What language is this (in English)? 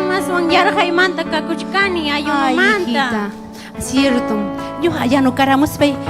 Ayacucho Quechua